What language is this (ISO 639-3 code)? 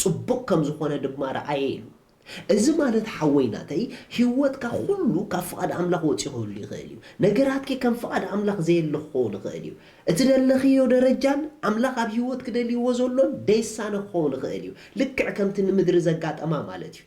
tir